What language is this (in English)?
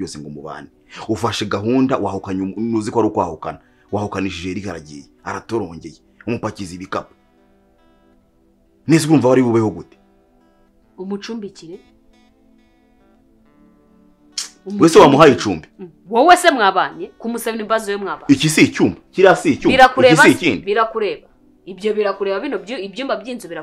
Kinyarwanda